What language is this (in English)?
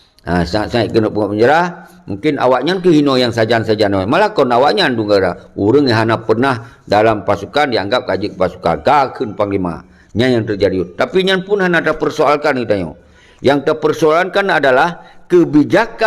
Achinese